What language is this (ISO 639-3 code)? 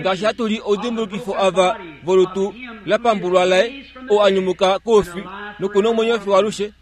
kua